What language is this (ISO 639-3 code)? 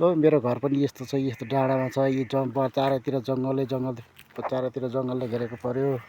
nep